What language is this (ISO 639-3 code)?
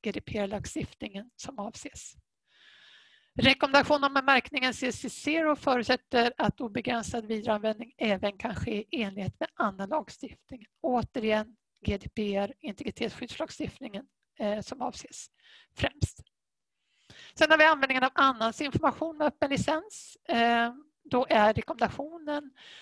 swe